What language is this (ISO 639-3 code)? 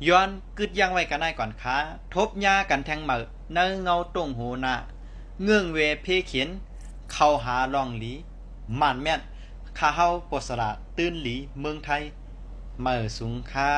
shn